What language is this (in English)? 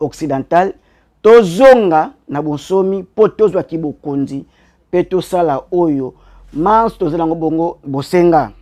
Lingala